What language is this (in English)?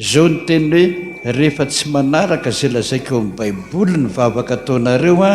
Malagasy